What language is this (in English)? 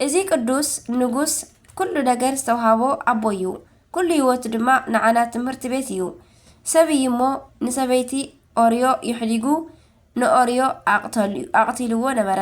Tigrinya